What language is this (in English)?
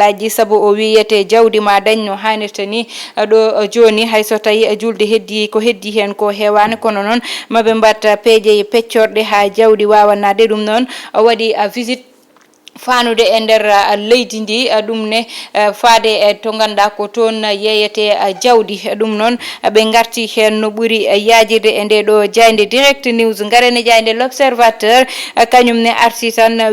Fula